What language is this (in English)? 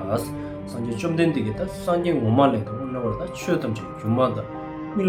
Tibetan